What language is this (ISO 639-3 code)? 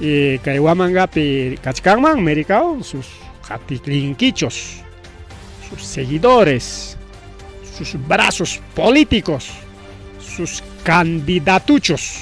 quy